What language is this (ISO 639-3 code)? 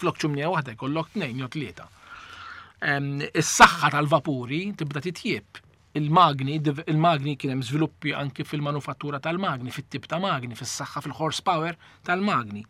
mlt